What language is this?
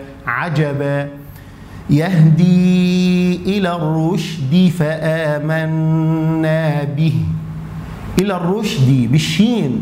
Arabic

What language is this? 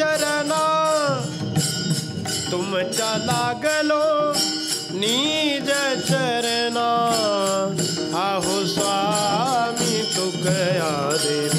Marathi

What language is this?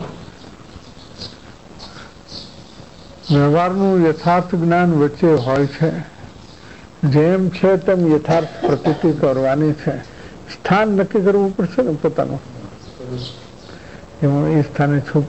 Gujarati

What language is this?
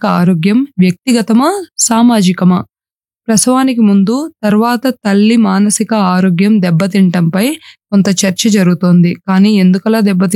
Telugu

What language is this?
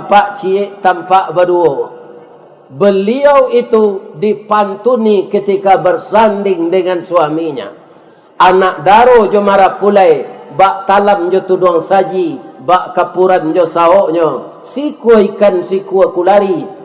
Minangkabau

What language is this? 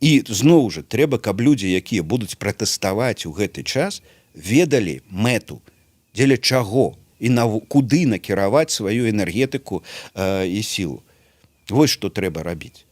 Belarusian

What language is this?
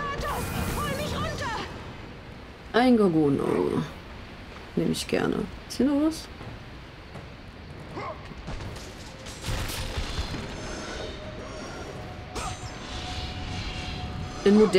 German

